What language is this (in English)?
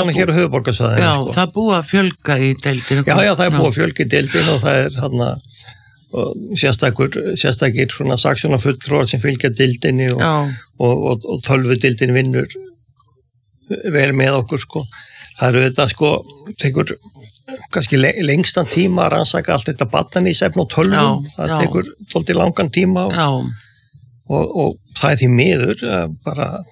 Icelandic